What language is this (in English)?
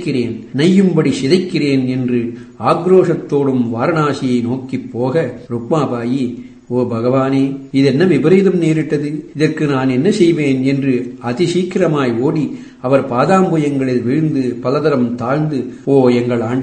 Tamil